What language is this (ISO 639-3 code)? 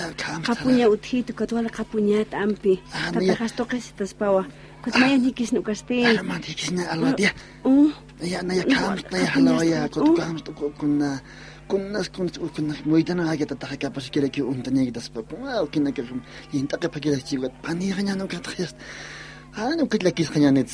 aym